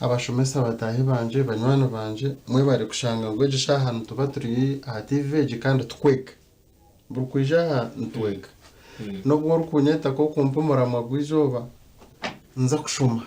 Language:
Nyankole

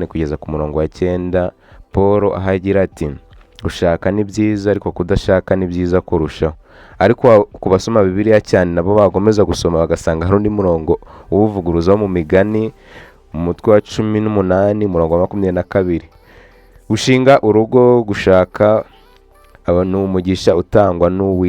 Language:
Kinyarwanda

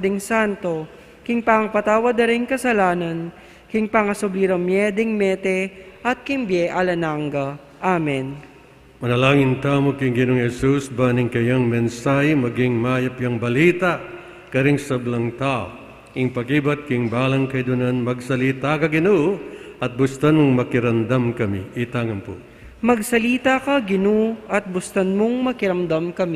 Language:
Pampanga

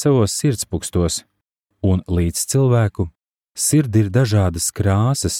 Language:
Latvian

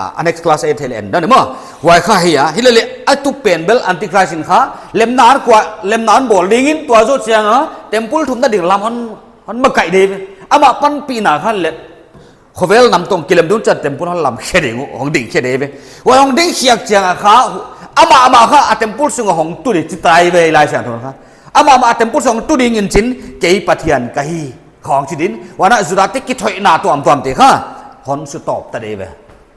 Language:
Paite Chin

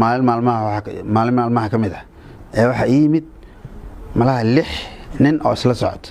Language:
Somali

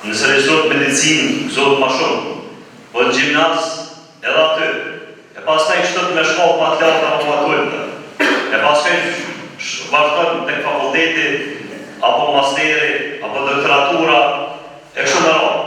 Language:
Albanian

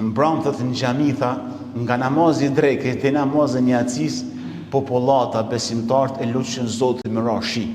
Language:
Albanian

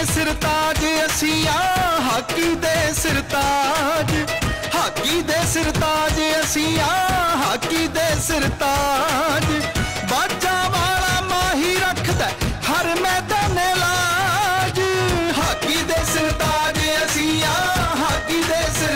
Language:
Punjabi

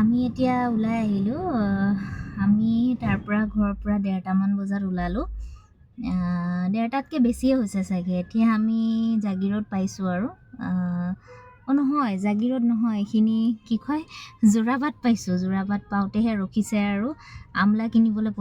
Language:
Assamese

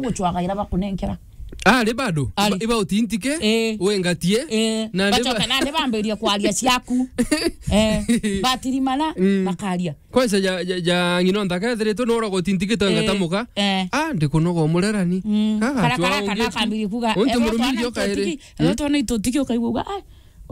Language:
Meru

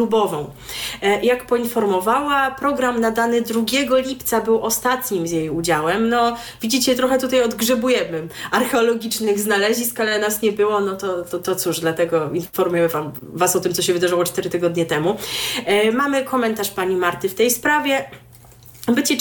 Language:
Polish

